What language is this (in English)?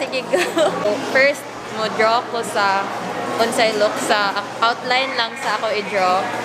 Cebuano